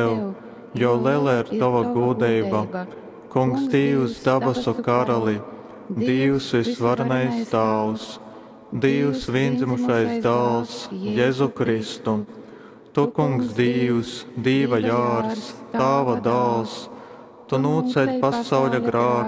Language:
Latgalian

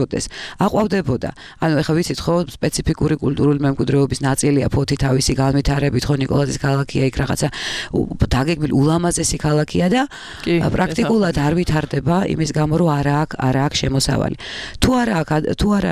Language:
Georgian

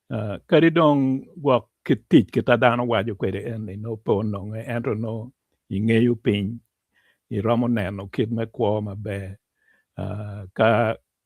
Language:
Acoli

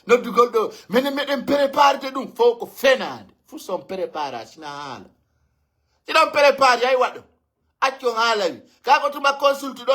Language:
Pular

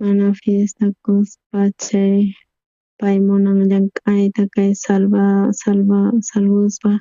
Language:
South Bolivian Quechua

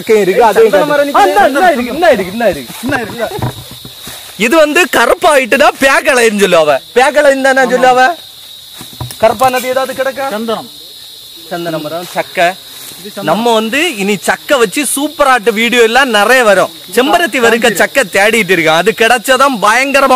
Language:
Tamil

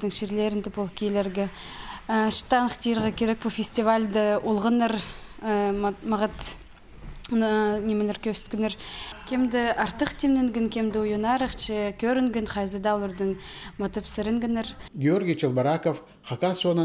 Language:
Khakas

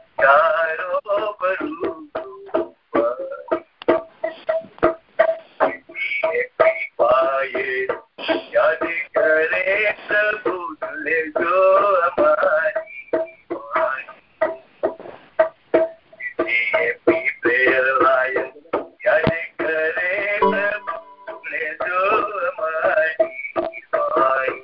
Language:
Gujarati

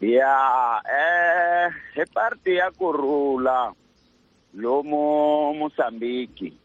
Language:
Tsonga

